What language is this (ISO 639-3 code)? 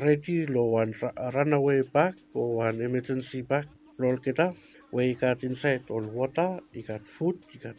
bis